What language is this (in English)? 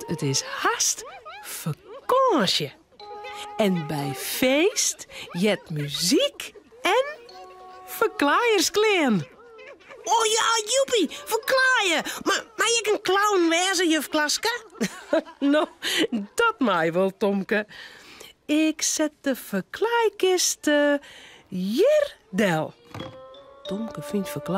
Western Frisian